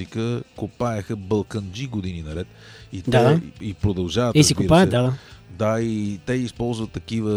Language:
Bulgarian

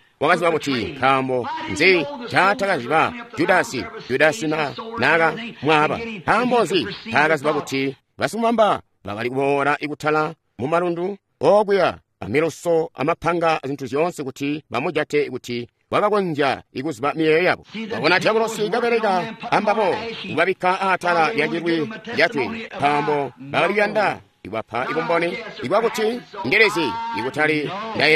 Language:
Tonga (Zambia)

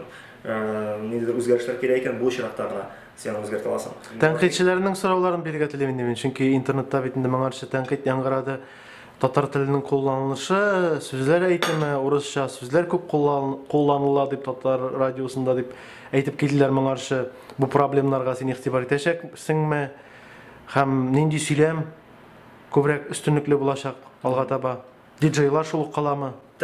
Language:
Tatar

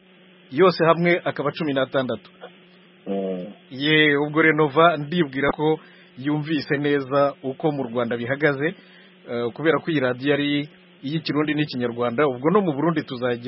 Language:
Kinyarwanda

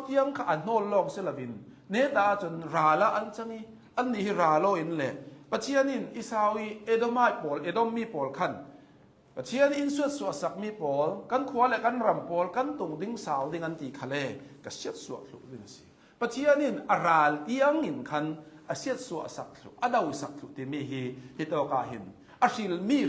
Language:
Hakha Chin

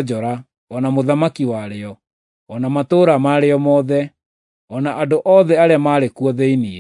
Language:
Kikuyu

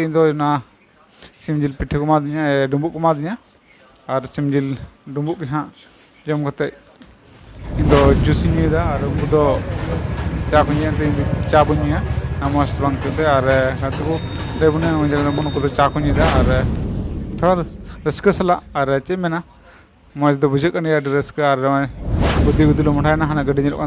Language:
Santali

